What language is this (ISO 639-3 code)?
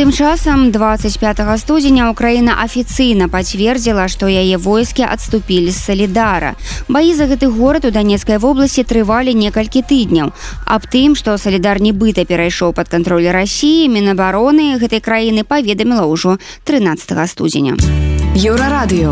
bel